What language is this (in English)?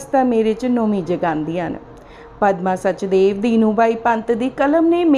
Dogri